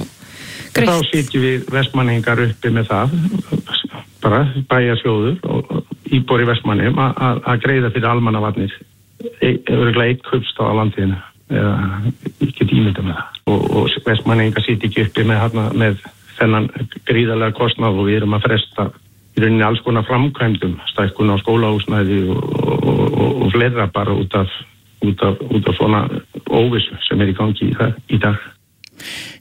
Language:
Icelandic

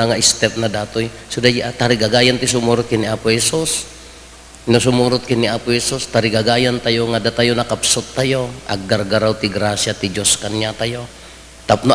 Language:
Iloko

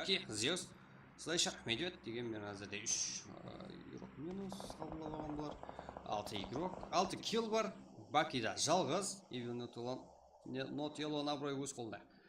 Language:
Kara-Kalpak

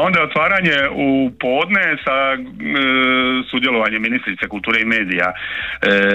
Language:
Croatian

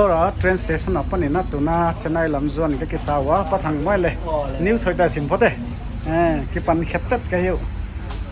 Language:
Paite Chin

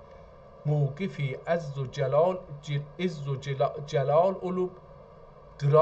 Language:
South Azerbaijani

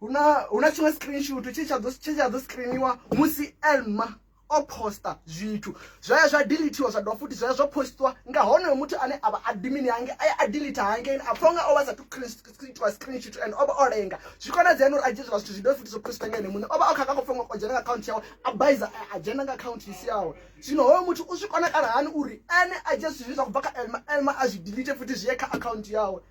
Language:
Venda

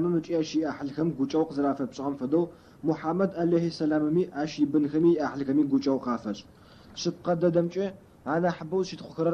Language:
Adyghe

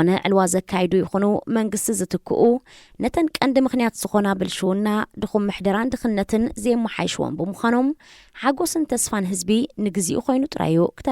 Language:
Tigrinya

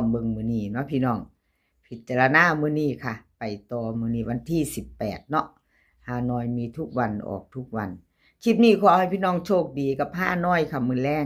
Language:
Northeastern Thai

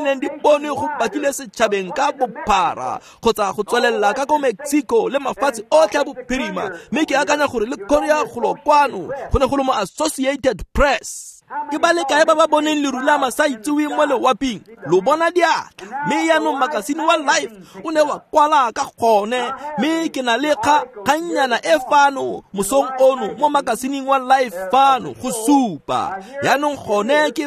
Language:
Tswana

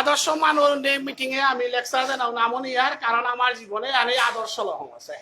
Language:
Bishnupriya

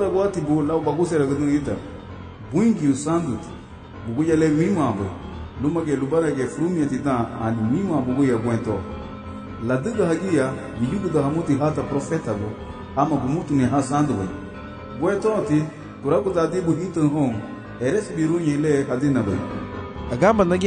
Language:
Garifuna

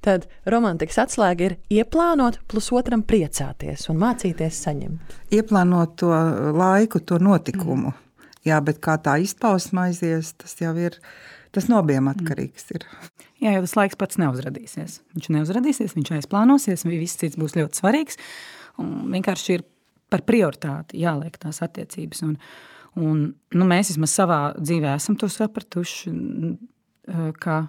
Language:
Latvian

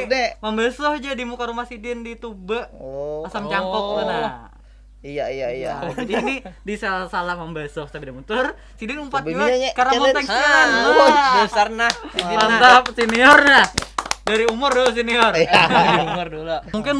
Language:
Banjar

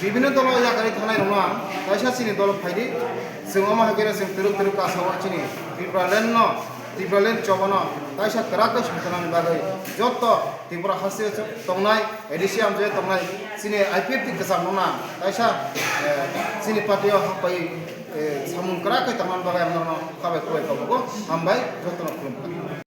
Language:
Kok Borok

